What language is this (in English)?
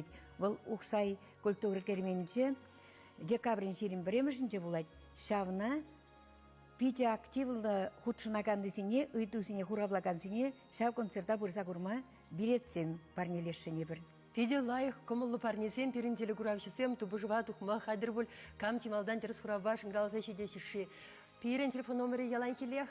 Chuvash